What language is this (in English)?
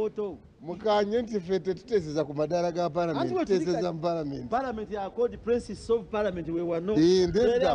Nyankole